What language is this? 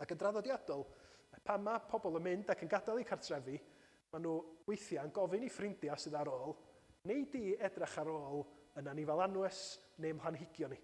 Welsh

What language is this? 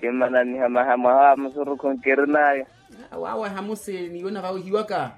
Makhuwa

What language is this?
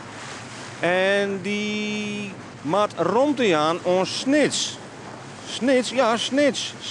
Western Frisian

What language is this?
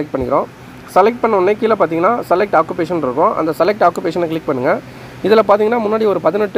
Tamil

